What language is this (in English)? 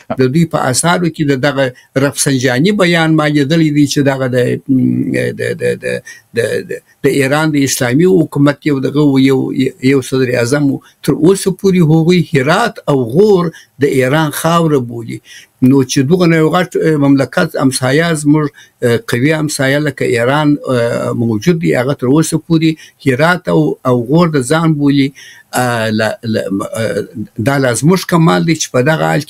Pashto